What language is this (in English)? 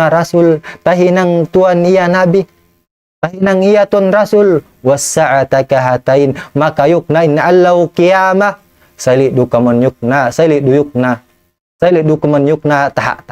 Tausug